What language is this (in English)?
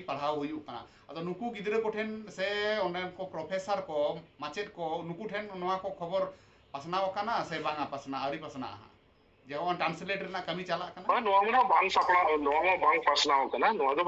Santali